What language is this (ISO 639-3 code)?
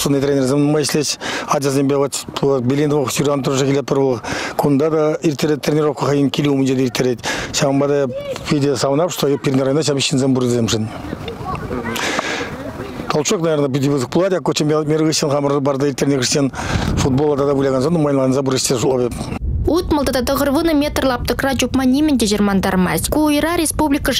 chv